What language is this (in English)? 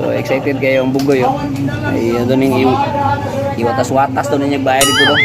Cebuano